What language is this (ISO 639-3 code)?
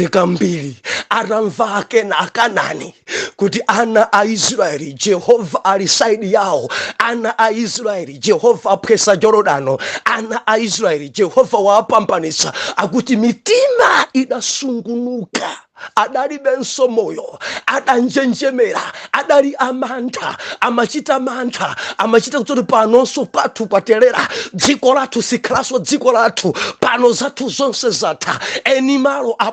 nya